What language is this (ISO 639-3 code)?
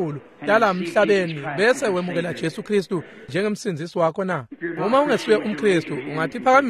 ssw